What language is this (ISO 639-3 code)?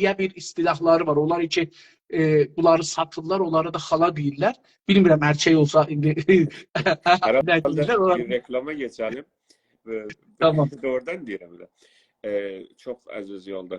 azb